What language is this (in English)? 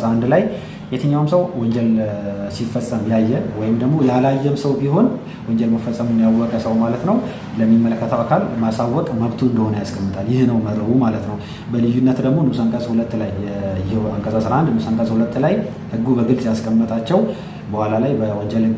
Amharic